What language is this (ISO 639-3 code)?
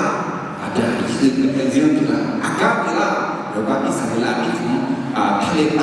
ahk